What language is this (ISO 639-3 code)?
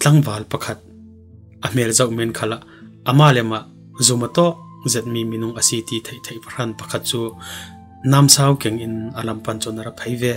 cfm